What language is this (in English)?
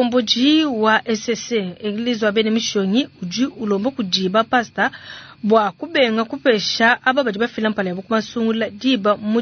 Luba-Lulua